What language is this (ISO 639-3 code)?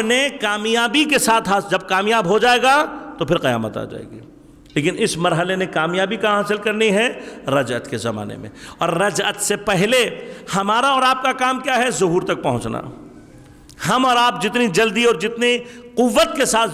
urd